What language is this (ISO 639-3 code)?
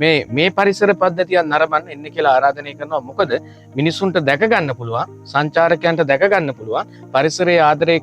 sin